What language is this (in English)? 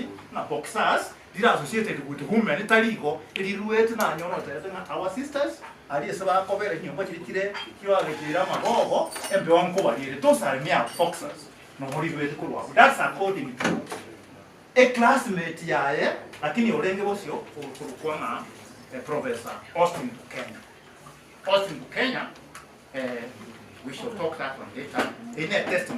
Gusii